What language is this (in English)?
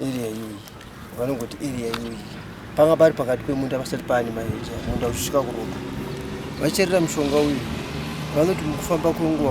Shona